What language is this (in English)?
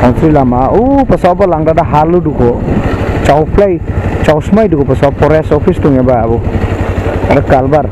Dimasa